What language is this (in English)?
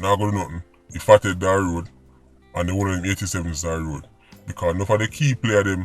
Jamaican Creole English